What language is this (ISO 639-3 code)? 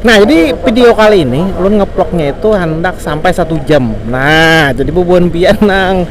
bjn